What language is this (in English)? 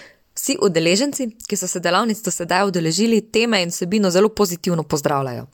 Slovenian